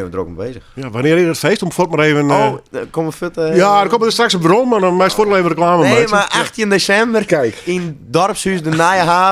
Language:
Western Frisian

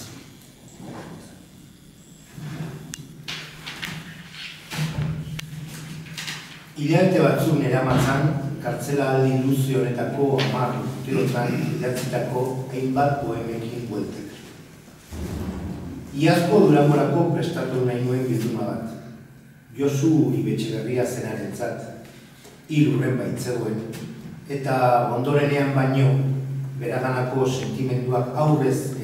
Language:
Basque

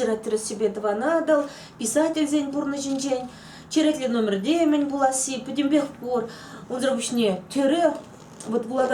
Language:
Chuvash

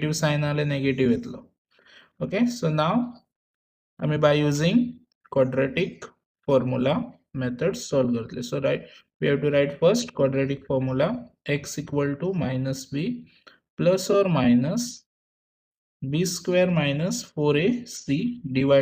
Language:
Konkani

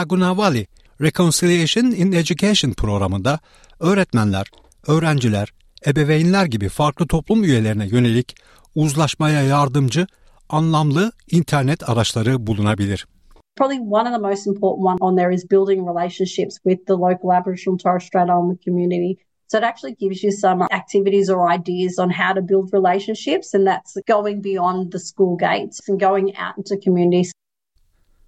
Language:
Turkish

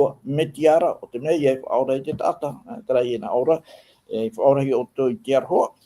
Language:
Tahitian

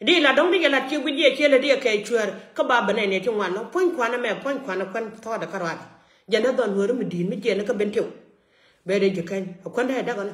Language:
Nuer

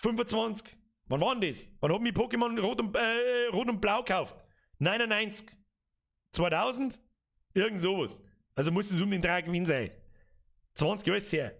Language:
Bavarian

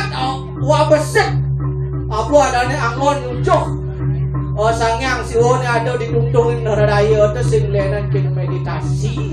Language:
Balinese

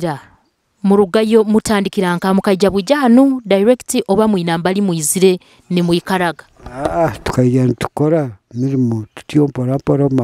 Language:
Nyoro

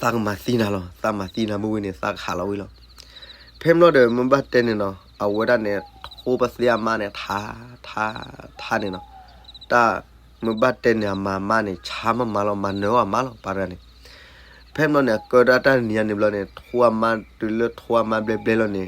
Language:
S'gaw Karen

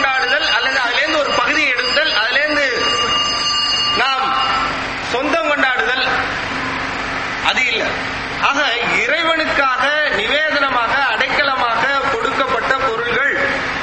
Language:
Tamil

